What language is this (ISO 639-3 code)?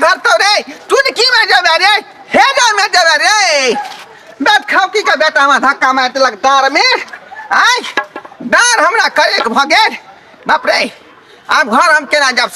mai